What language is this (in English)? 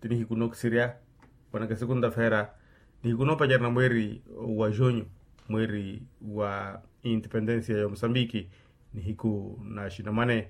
Makhuwa